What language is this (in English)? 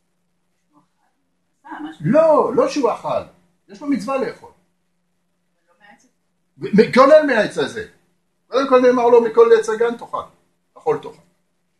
Hebrew